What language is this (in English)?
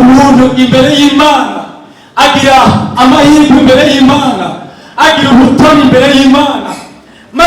Rundi